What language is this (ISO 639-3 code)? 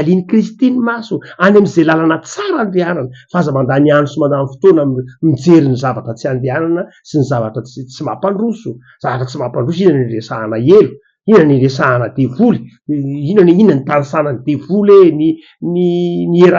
mlg